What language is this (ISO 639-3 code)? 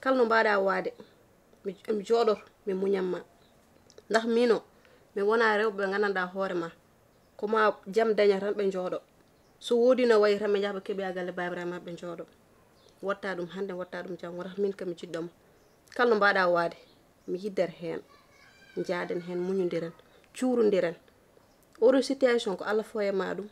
ful